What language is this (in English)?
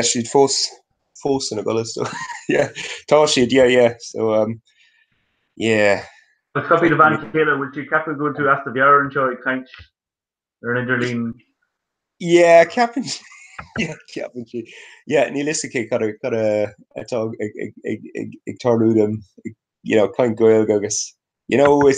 Irish